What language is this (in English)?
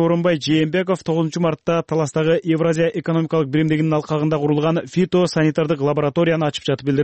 Kyrgyz